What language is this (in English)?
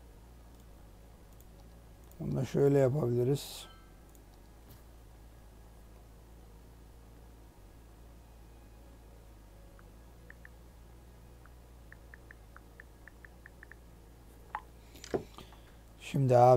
Turkish